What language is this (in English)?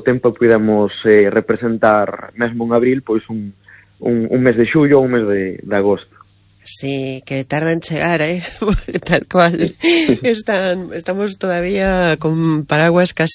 Galician